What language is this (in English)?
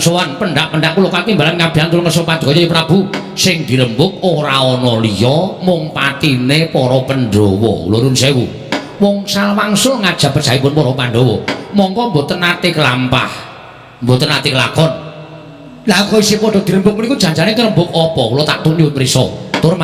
Javanese